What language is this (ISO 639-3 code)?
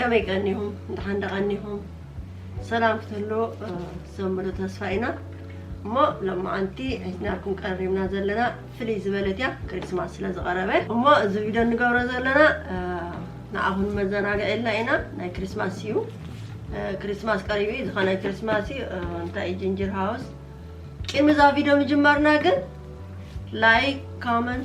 tir